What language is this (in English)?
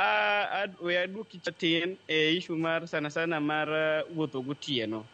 Luo (Kenya and Tanzania)